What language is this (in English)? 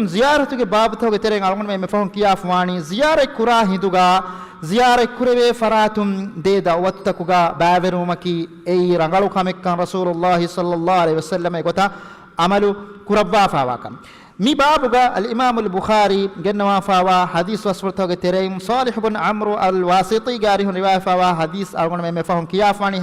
Divehi